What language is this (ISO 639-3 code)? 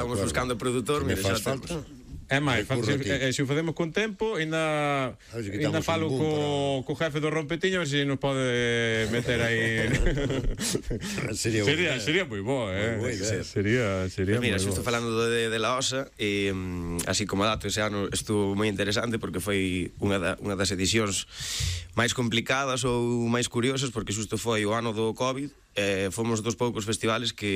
glg